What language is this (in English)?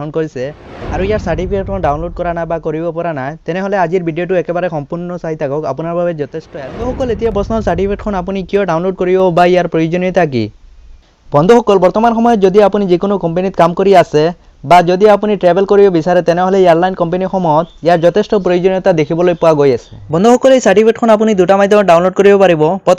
Assamese